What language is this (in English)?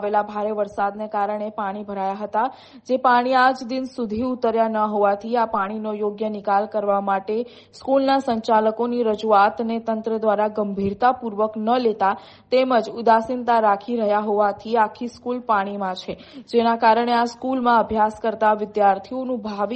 Gujarati